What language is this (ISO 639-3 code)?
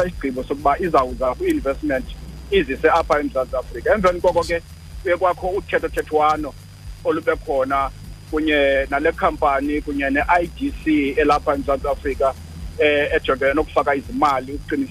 xho